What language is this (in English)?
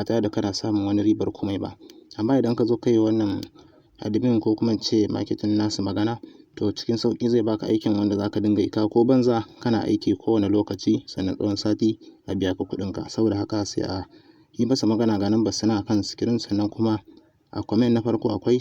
Hausa